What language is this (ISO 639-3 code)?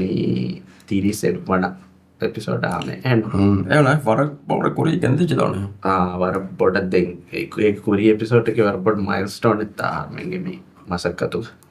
div